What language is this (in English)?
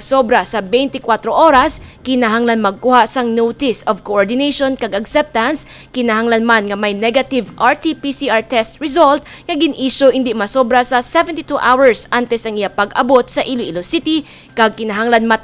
Hiligaynon